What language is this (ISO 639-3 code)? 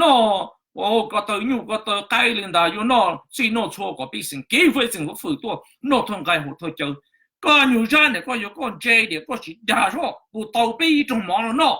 hmn